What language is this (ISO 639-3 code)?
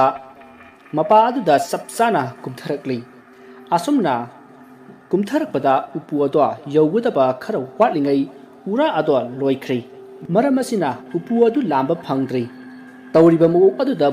mni